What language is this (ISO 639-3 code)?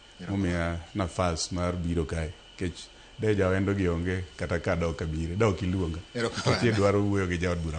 luo